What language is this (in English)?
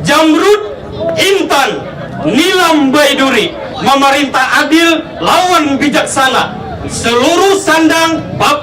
Banjar